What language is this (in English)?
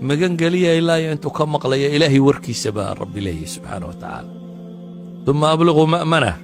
Somali